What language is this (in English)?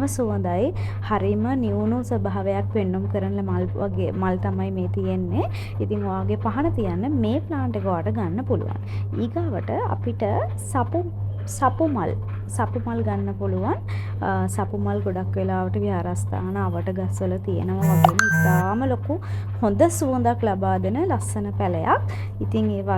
Sinhala